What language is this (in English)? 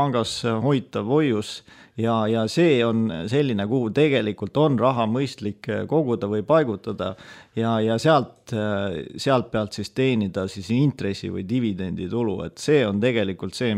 Estonian